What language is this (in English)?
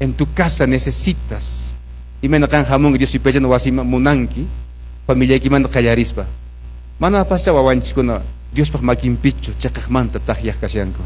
Quechua